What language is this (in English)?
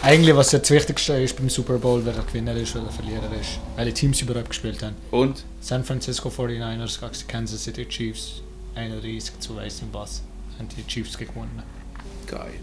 Swiss German